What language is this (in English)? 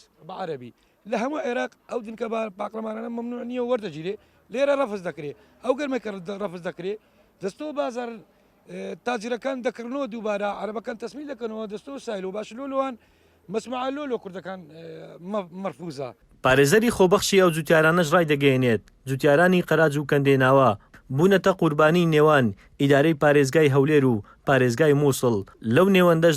Central Kurdish